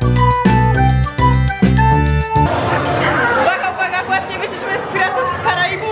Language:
Polish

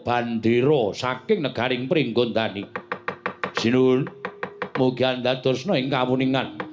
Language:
Javanese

